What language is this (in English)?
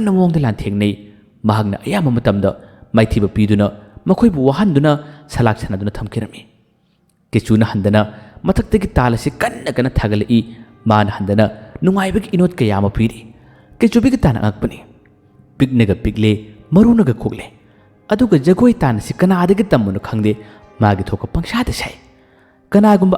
Manipuri